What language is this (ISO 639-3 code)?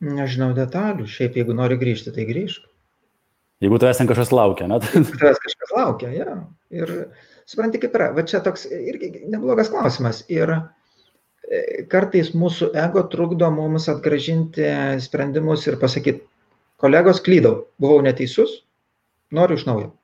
lit